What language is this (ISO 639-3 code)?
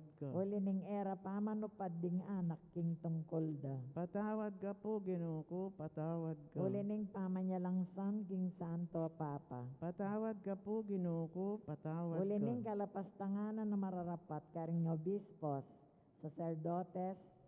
pam